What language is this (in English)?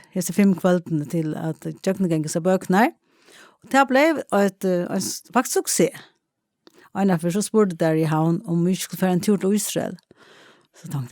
Faroese